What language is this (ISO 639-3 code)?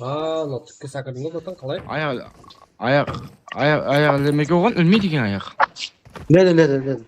kaa